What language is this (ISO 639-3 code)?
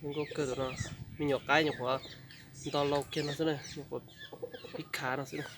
hmn